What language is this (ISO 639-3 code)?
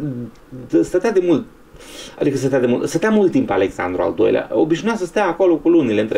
ron